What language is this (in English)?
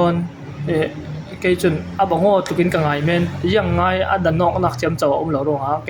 Falam Chin